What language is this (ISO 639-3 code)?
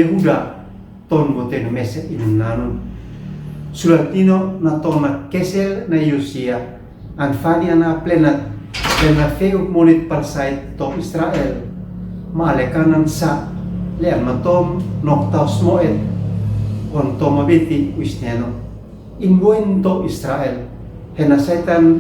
aoz